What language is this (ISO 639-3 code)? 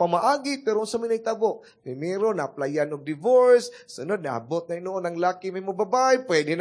ceb